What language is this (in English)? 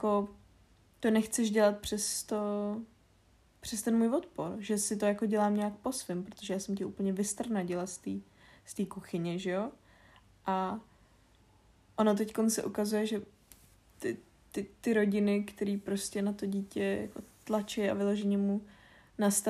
Czech